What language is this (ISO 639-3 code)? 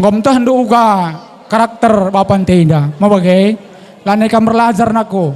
btx